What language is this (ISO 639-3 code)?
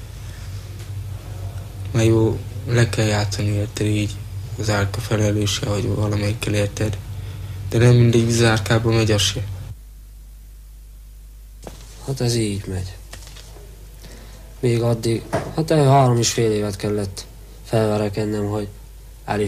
hun